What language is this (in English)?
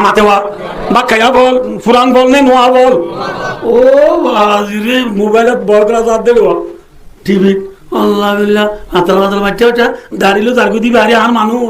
Rohingya